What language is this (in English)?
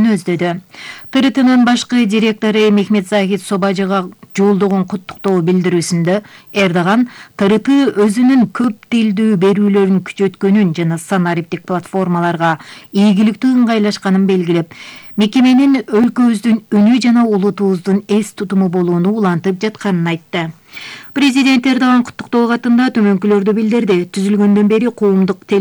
Kyrgyz